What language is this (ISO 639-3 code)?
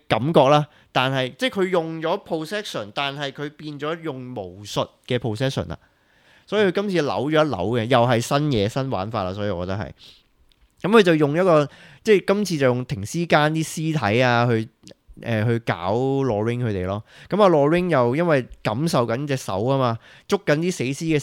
yue